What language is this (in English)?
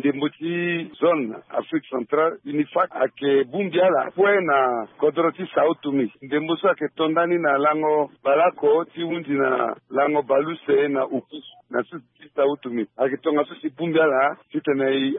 Sango